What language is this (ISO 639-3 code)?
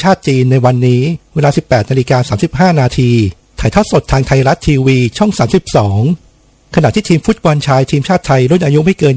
tha